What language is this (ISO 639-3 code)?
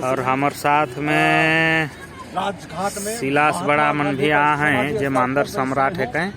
sck